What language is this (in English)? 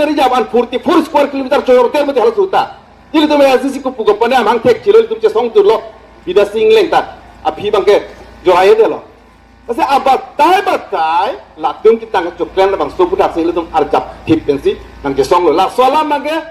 Karbi